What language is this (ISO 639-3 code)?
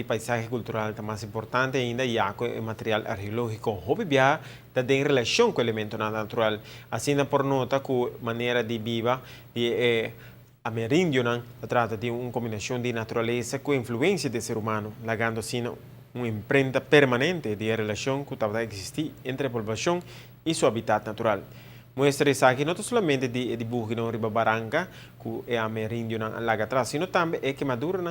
pap